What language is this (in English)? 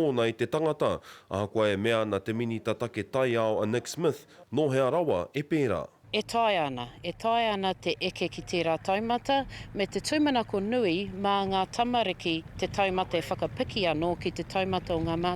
Māori